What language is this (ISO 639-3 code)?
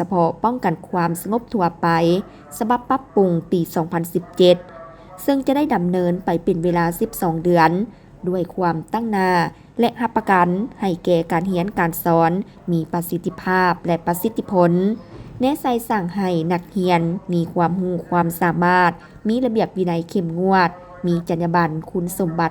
lao